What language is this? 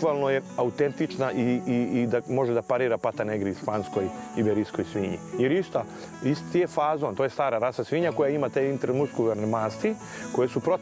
Serbian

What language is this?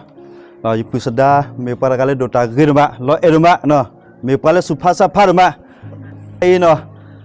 S'gaw Karen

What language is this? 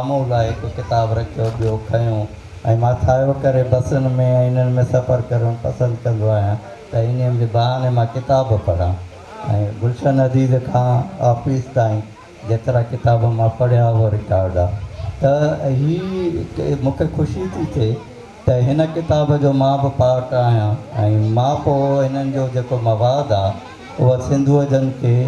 Sindhi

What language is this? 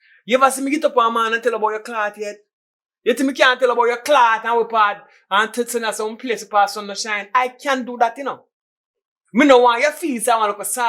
Jamaican Creole English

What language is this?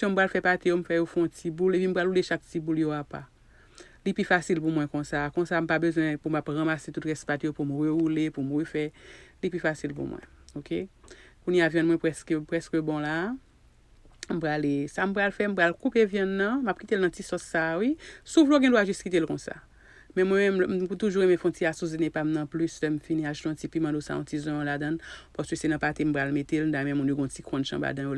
Haitian Creole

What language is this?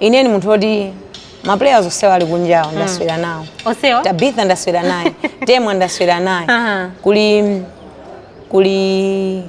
Nyanja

